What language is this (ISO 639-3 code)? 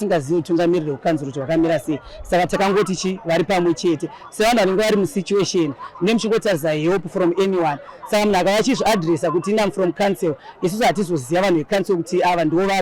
sna